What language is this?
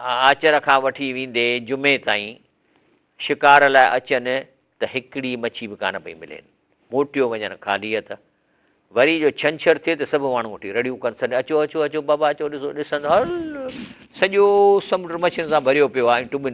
Sindhi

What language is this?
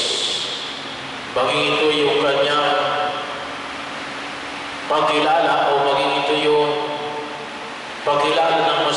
Filipino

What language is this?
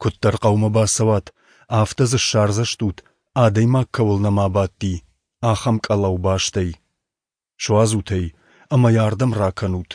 Ossetic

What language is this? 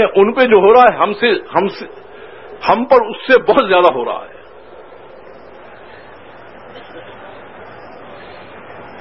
Urdu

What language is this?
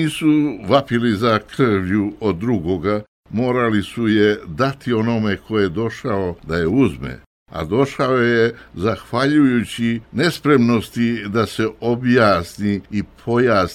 Serbian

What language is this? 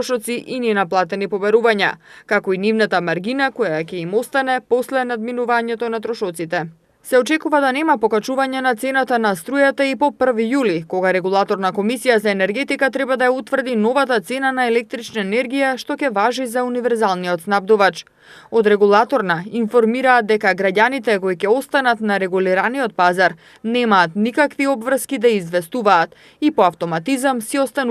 Macedonian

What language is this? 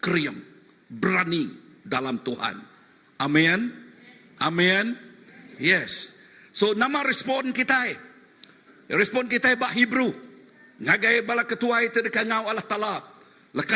Iban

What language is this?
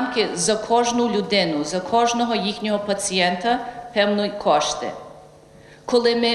Ukrainian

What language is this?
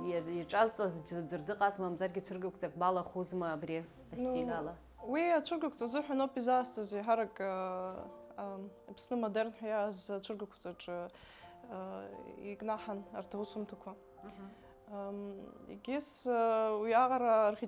Abkhazian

